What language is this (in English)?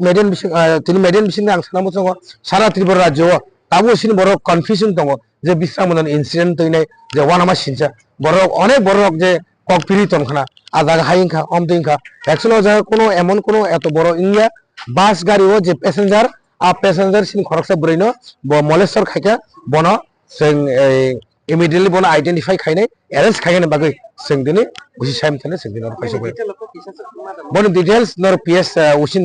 Kok Borok